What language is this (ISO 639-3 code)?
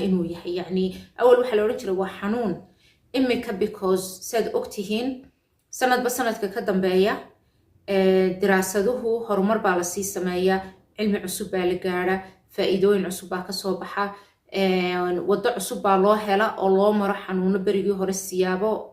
som